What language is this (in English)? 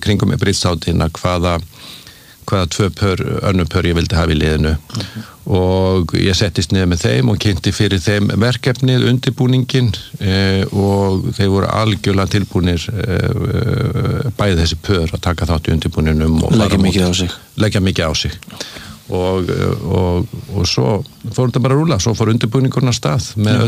Icelandic